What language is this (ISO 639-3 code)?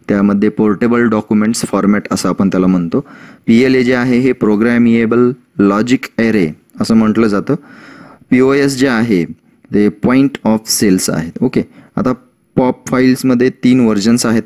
mar